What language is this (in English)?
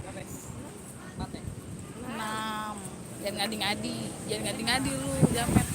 Betawi